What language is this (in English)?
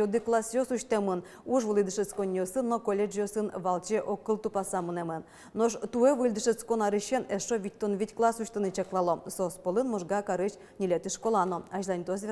Udmurt